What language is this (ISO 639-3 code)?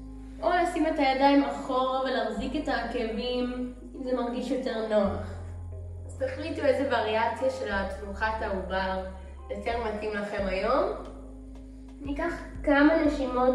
heb